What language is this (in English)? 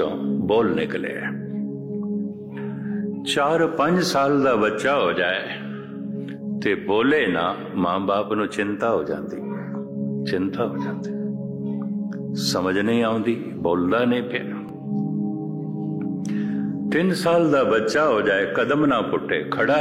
Punjabi